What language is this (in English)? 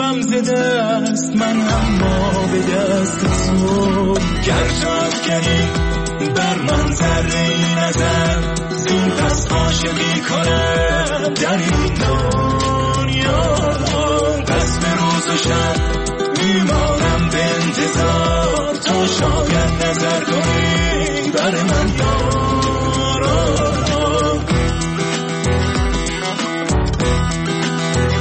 Persian